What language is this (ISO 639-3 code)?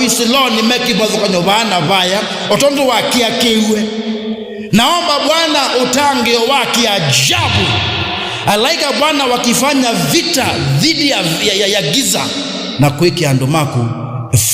kam